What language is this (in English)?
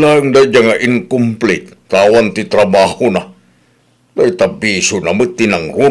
Iloko